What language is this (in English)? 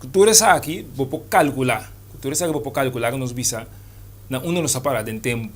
Papiamento